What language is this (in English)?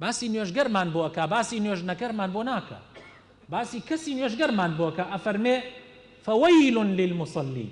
Central Kurdish